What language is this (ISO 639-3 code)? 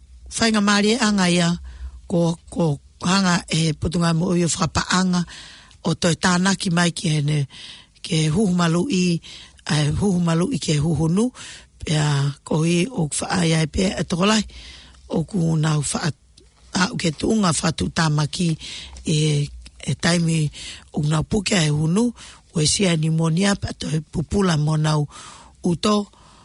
ton